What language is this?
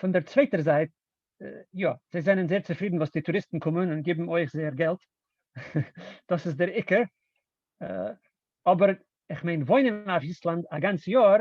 Yiddish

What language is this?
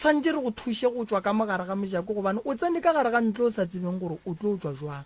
Northern Sotho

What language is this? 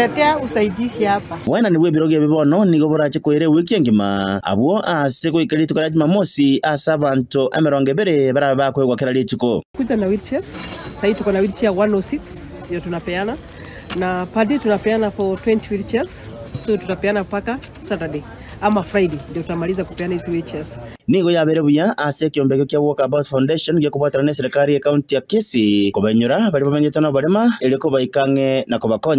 Gusii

